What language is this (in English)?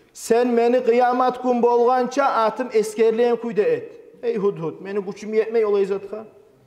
Kumyk